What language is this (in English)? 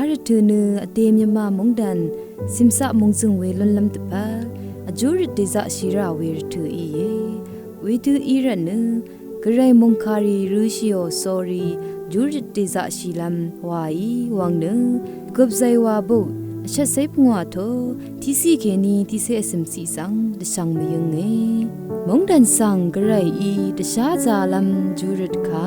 Rawang